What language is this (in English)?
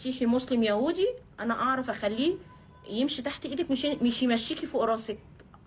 Egyptian Arabic